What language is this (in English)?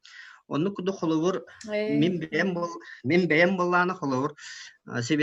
Yakut